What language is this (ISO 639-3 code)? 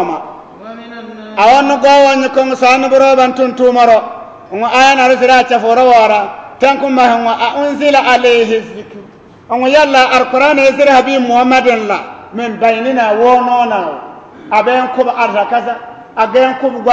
bib